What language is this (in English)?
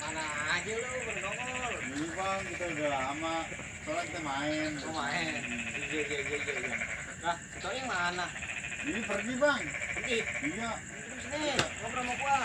Betawi